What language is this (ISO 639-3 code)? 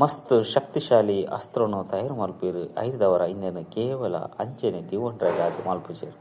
tcy